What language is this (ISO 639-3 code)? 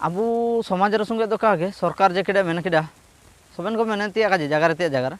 hoc